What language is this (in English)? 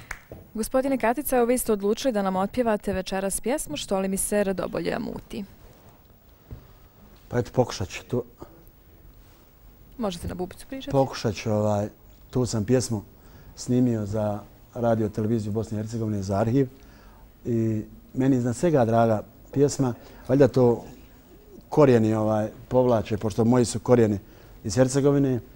Bosnian